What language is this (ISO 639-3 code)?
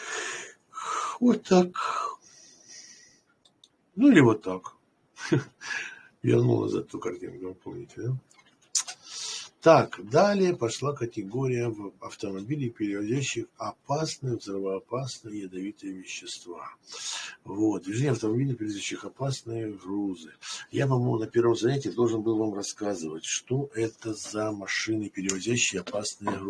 rus